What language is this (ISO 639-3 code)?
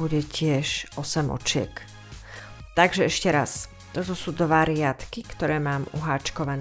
slk